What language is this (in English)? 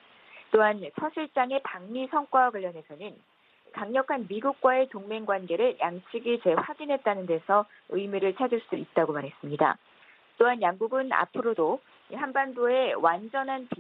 Korean